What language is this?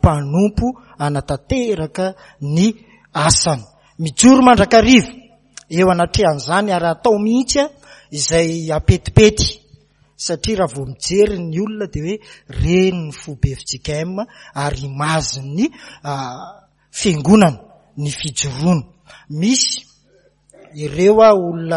Malagasy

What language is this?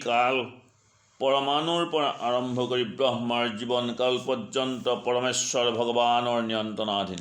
Assamese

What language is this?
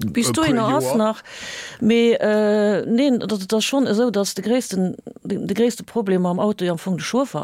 Luxembourgish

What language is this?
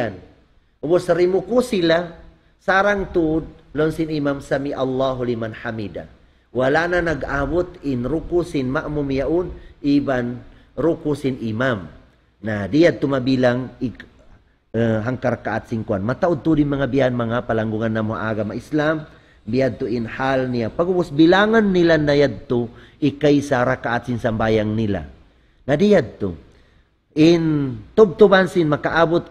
Tausug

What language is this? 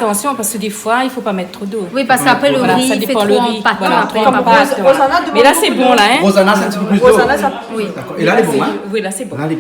Réunion Creole French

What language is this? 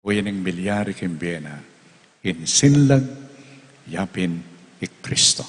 Pampanga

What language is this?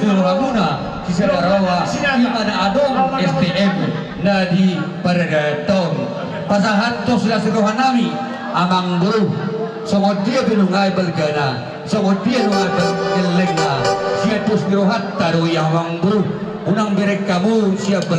Batak Toba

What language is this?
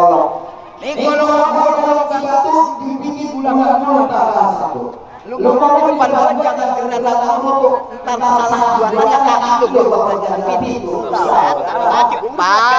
Betawi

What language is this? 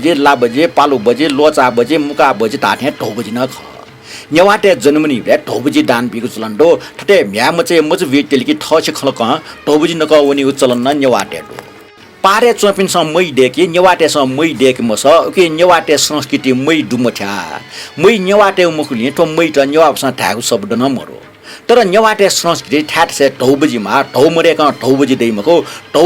Newari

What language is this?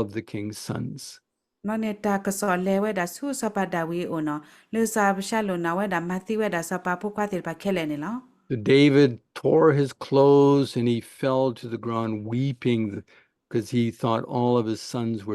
S'gaw Karen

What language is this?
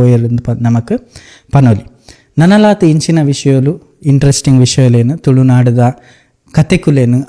Tulu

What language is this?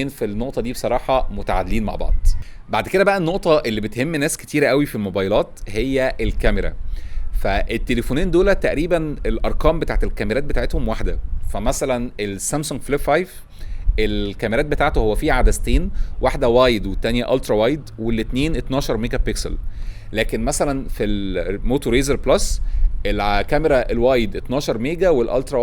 Egyptian Arabic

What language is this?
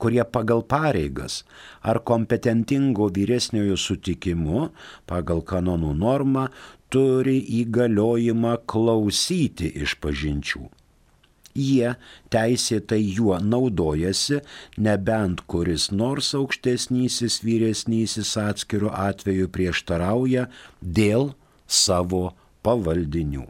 Lithuanian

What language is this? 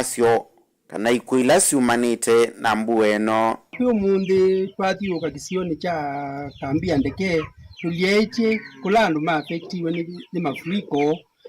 Kamba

